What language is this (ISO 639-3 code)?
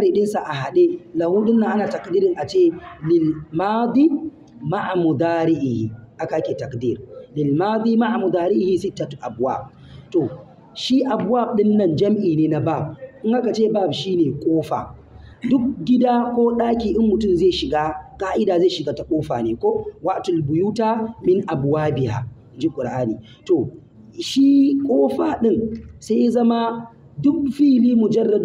hau